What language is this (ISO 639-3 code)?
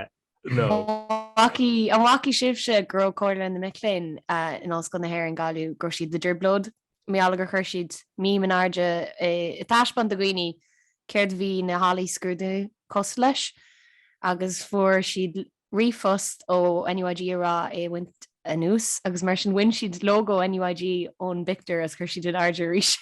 gle